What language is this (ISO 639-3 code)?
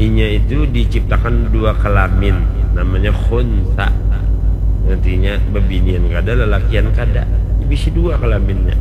bjn